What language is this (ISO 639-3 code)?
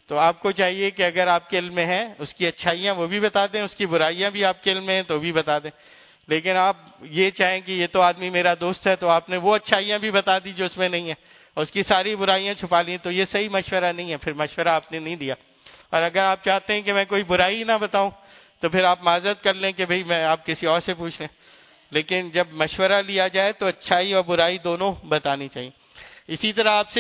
urd